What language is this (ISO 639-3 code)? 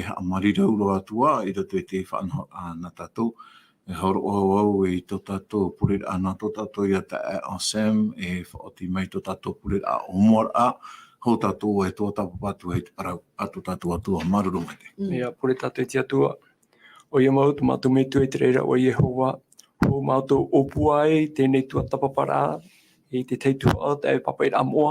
tah